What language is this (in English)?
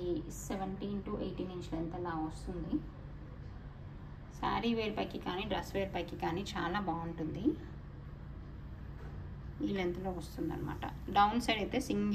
Telugu